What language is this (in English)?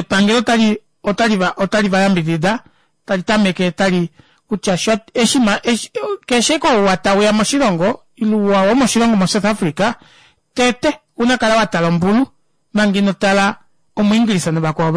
Kuanyama